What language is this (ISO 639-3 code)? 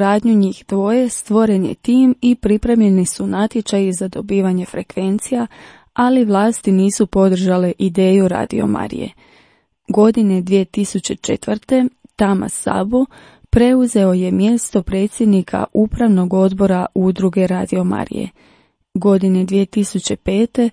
hrv